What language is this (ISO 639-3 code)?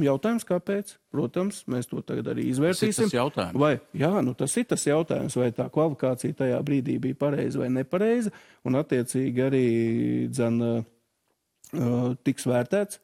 lav